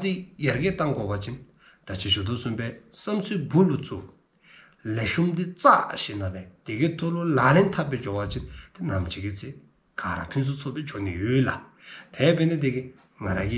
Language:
Dzongkha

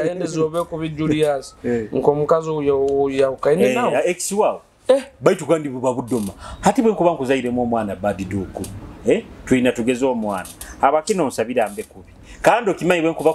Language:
Nyoro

